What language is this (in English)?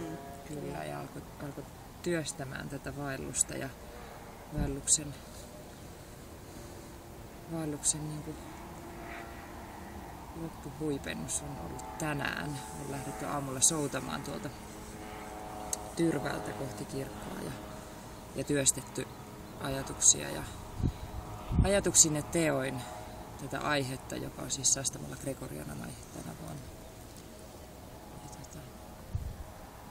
Finnish